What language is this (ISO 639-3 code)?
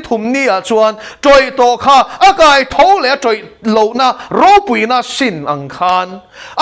lus